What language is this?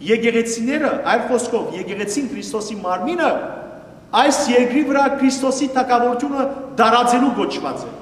Western Armenian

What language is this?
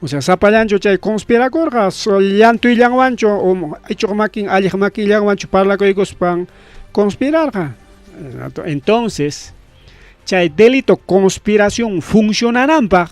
Ayacucho Quechua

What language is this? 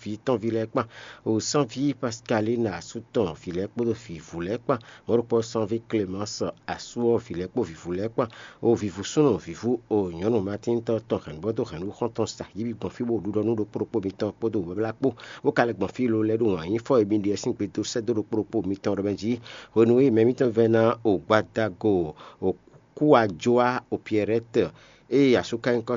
Fon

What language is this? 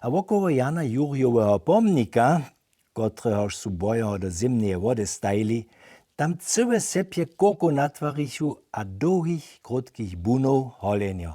Upper Sorbian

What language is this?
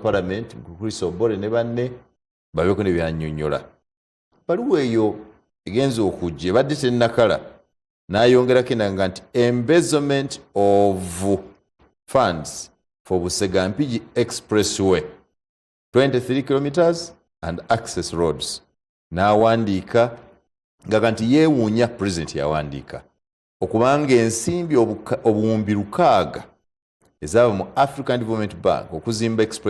Ganda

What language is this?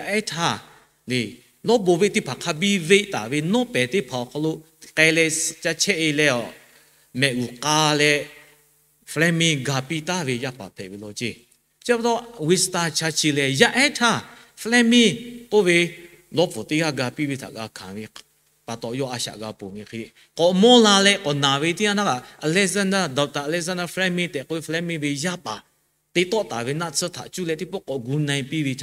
Lahu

